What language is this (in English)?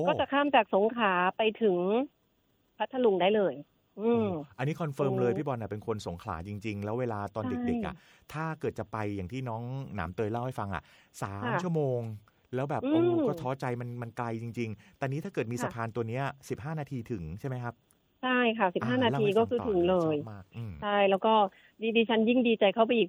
Thai